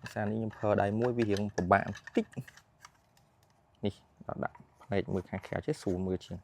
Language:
Khmer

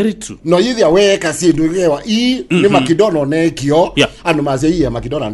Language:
Kamba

